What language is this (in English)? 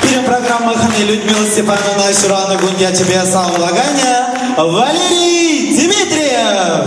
Chuvash